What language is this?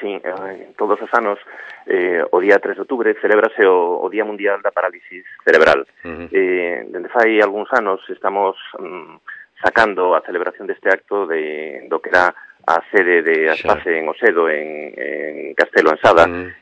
Galician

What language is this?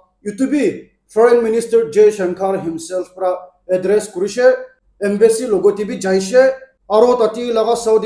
Naga Pidgin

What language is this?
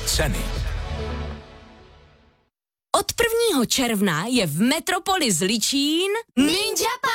Czech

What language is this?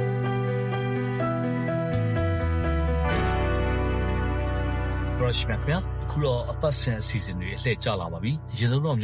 Burmese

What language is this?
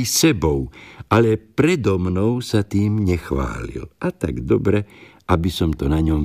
Slovak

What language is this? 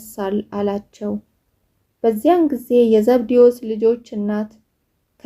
Amharic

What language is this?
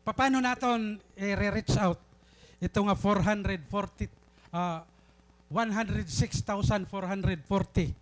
Waray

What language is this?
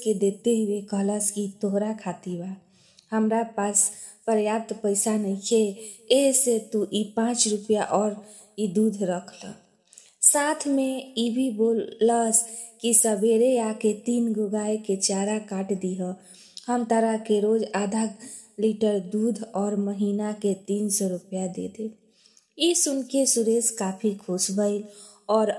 Bhojpuri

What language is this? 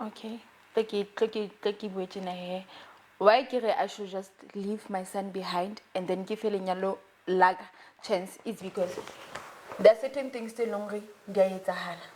Southern Sotho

